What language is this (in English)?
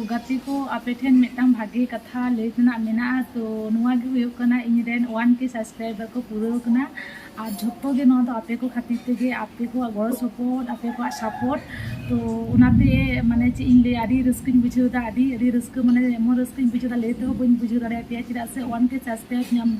Santali